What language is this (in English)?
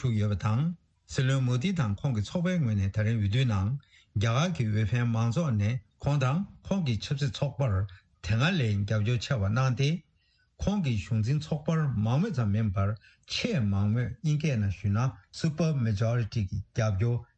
Tibetan